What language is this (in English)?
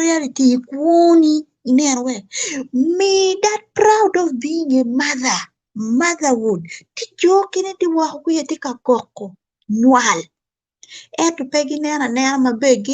Acoli